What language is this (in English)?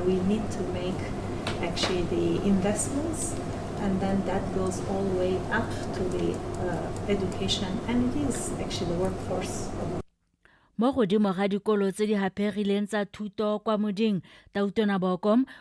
Tswana